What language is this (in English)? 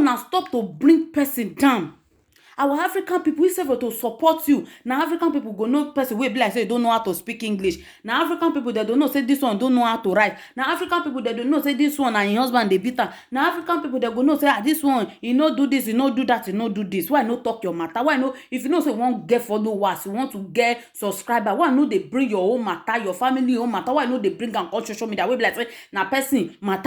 Nigerian Pidgin